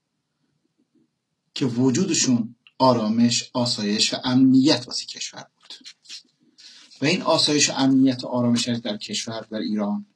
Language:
Persian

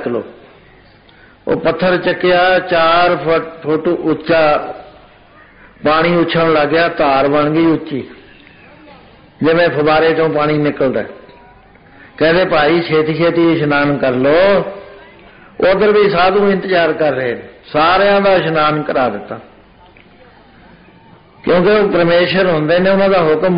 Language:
Punjabi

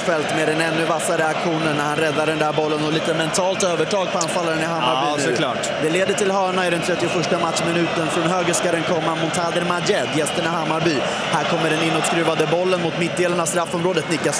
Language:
Swedish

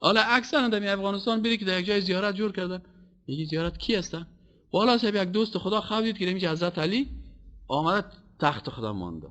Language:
Persian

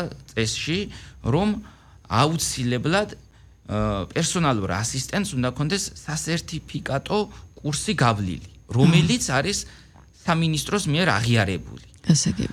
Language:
Georgian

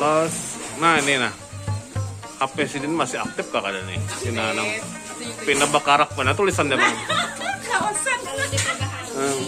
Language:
Banjar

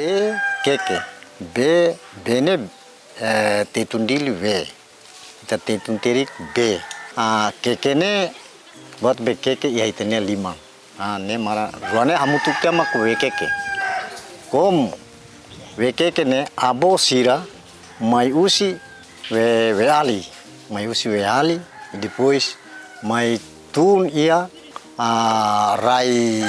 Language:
Tetum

